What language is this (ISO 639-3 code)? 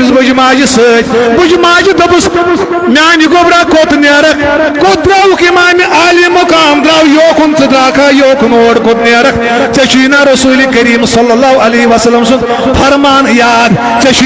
kas